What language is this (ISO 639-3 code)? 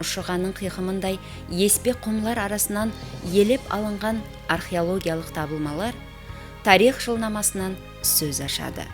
kaa